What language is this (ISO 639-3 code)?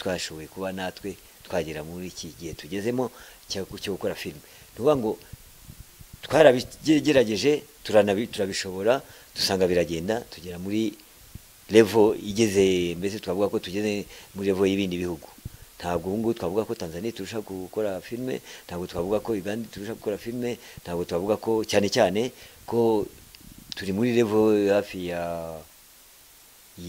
kin